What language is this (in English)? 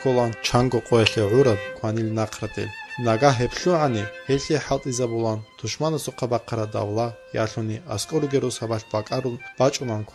Avaric